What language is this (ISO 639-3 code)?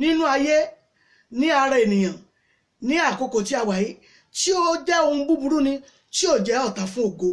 yor